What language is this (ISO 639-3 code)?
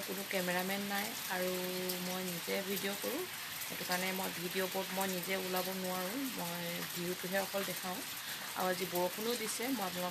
asm